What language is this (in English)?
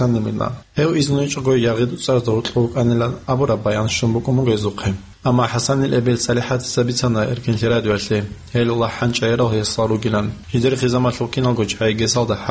Avaric